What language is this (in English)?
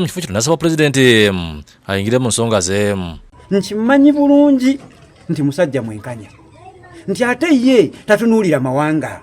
Ganda